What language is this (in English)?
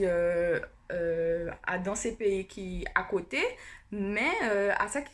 Guianese Creole French